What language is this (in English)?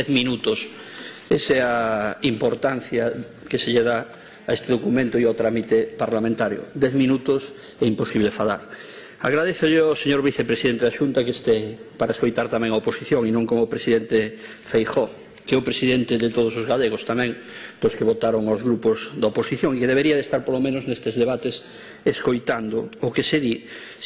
Galician